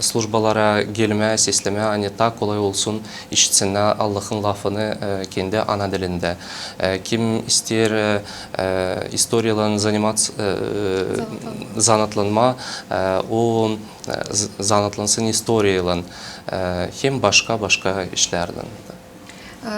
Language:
Gagauz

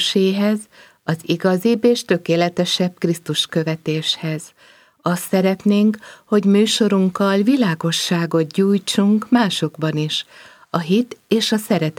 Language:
Hungarian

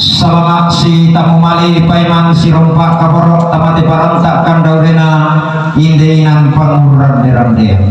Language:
Toraja-Sa'dan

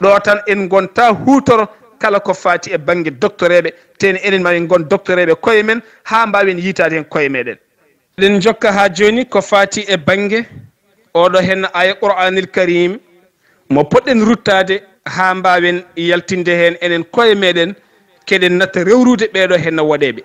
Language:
Fula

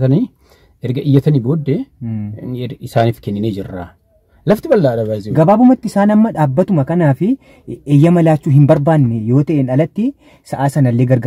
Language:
Oromo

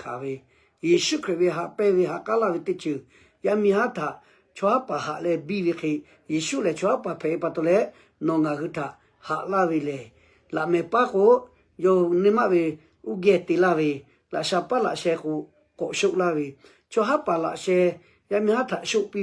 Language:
Lahu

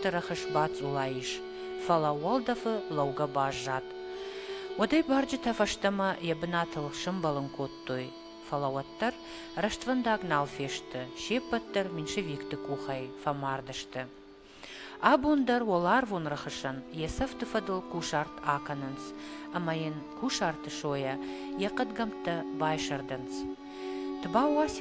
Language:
Ossetic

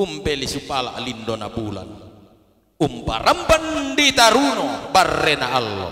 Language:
Toraja-Sa'dan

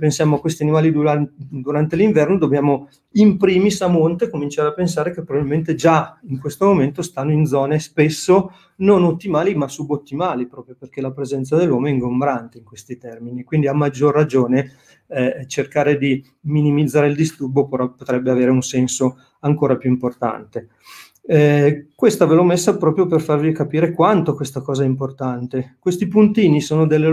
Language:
Italian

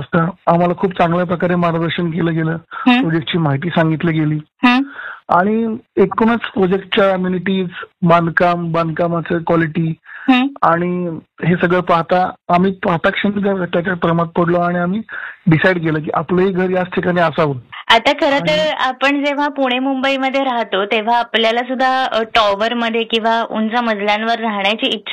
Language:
Marathi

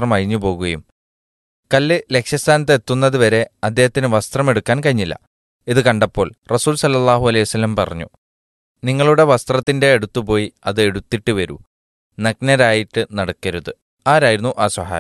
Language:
Malayalam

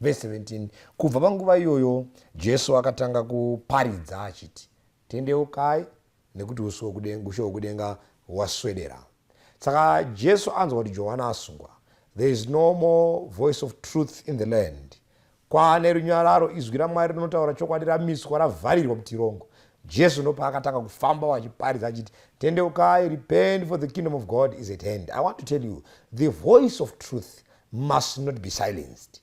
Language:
Shona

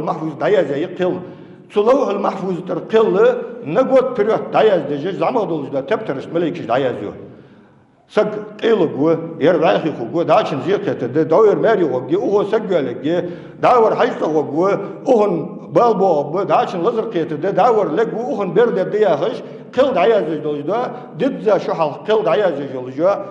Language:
Ingush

